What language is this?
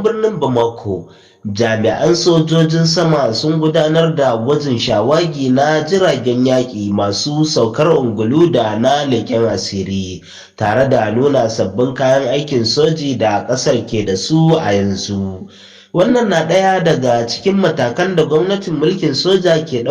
Hausa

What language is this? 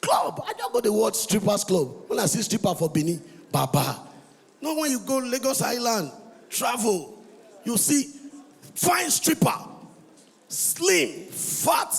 Nigerian Pidgin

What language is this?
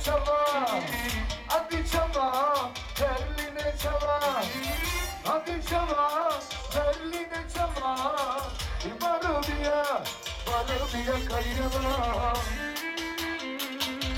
Turkish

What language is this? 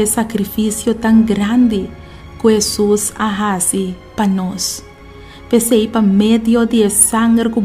Papiamento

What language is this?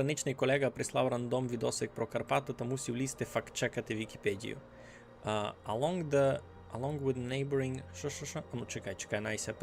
Rusyn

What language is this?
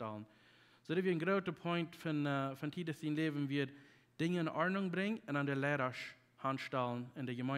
Plautdietsch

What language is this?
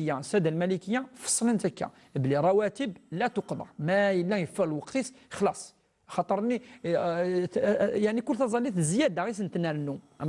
Kabyle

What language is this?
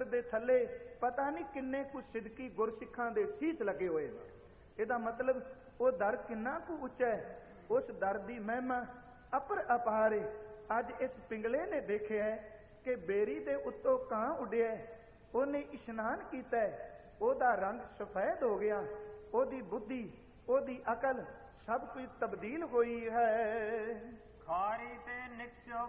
Punjabi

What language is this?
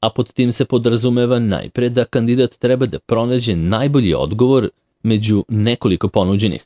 Serbian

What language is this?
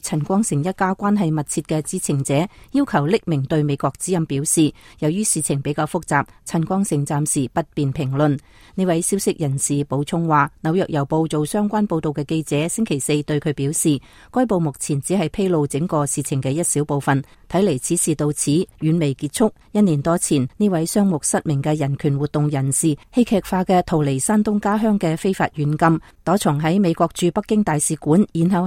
Cantonese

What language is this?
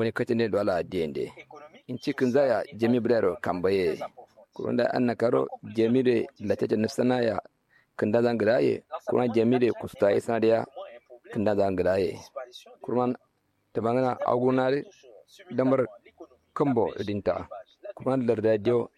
Kanuri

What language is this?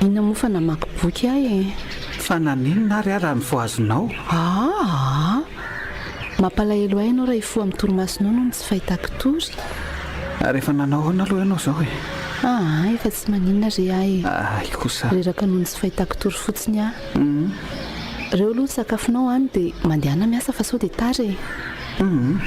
Malagasy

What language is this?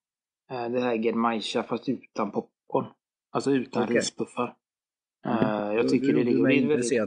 Swedish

